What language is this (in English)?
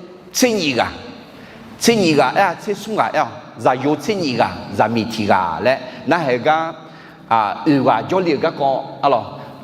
Akha